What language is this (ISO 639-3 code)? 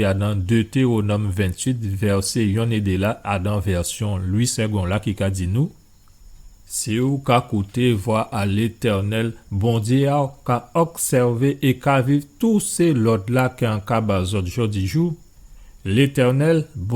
gcf